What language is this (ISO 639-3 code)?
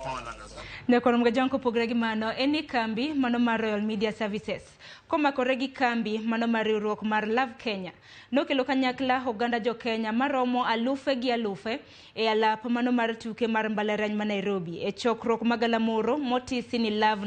luo